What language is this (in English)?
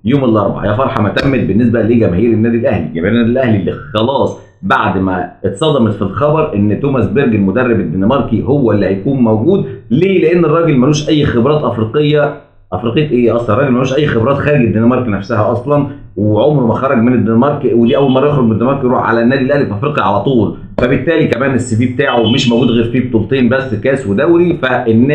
Egyptian Arabic